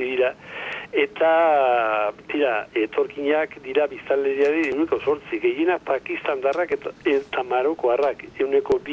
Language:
Basque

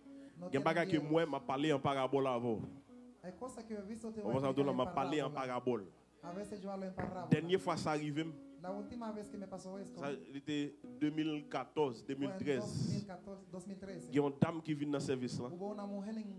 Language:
French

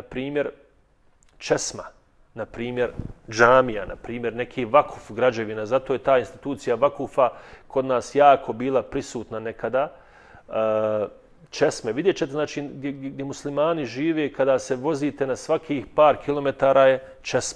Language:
Bosnian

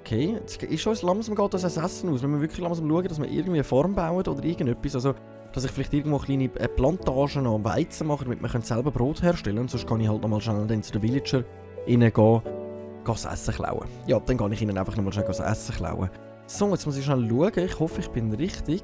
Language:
Swiss German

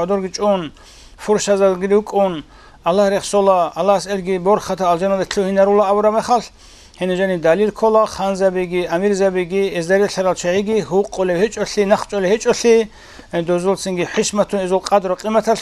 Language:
Avaric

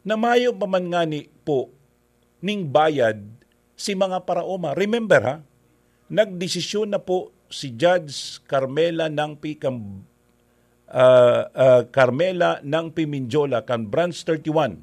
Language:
Bikol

